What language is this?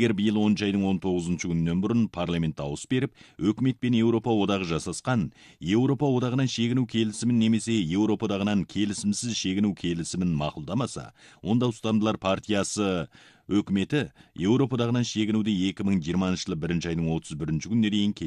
Kazakh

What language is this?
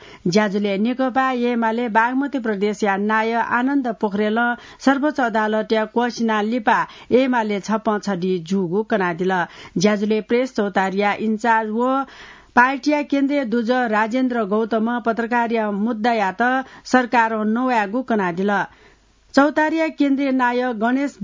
Newari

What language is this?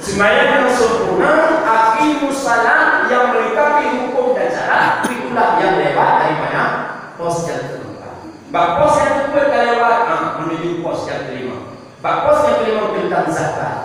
Achinese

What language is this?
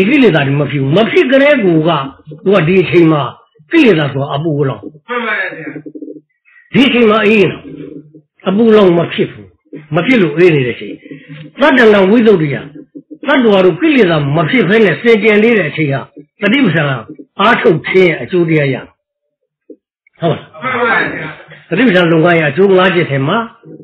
Burmese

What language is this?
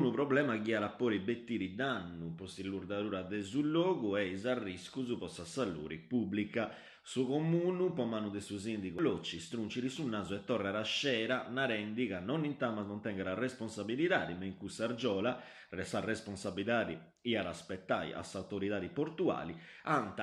Sardinian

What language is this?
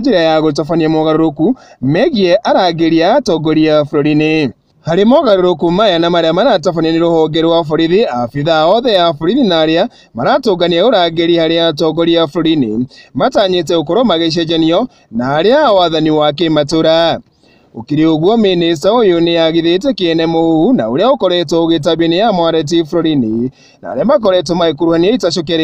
Kikuyu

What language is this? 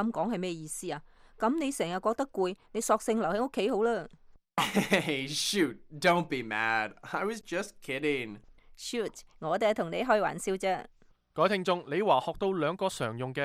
Cantonese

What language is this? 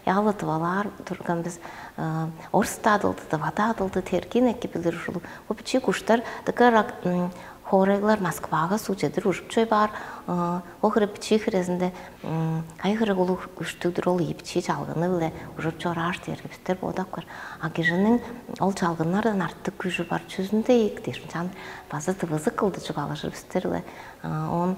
Tuvinian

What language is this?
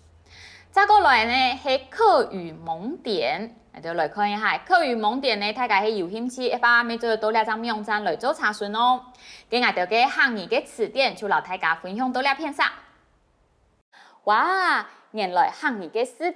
Hakka Chinese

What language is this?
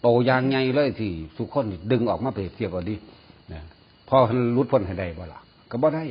Northeastern Thai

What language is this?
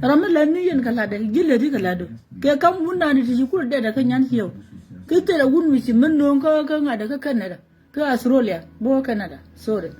Nuer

